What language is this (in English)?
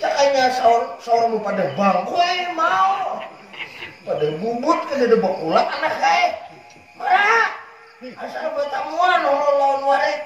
Banjar